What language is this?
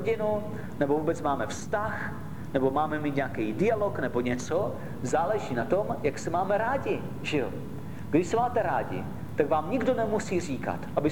Czech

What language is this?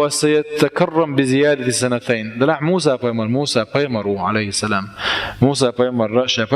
Chechen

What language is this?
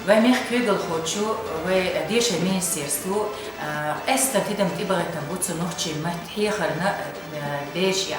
Chechen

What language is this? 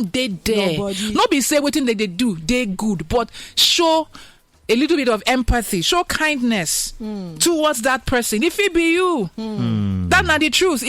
Nigerian Pidgin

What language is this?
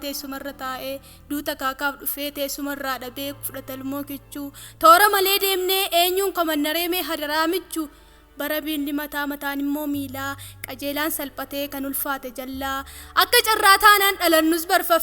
Oromo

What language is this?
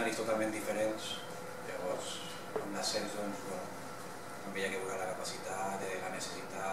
Catalan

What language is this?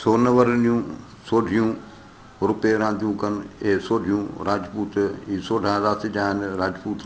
Sindhi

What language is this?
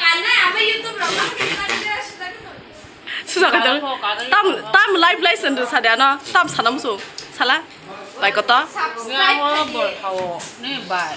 Kok Borok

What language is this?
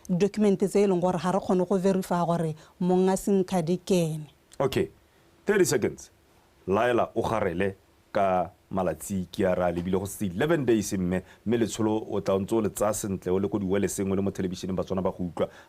Tswana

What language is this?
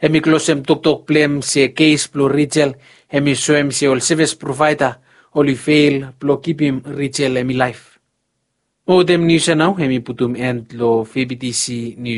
Bislama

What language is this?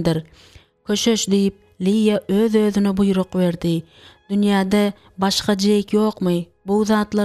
Turkmen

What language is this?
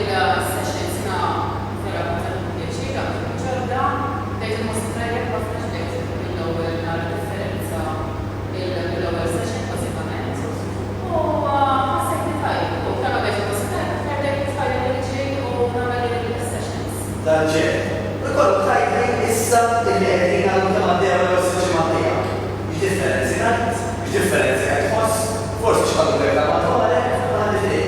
Maltese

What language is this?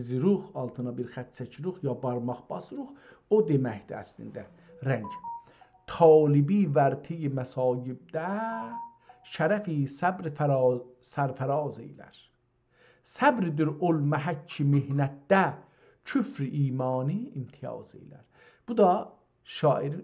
South Azerbaijani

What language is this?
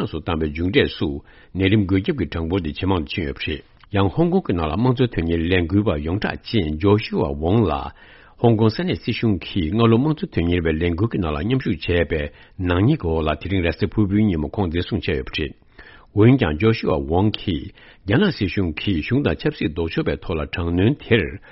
Tibetan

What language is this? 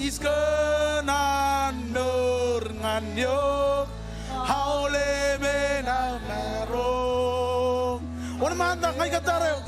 Marshallese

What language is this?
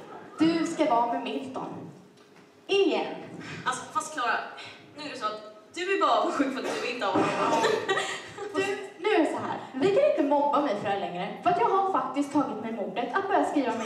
Swedish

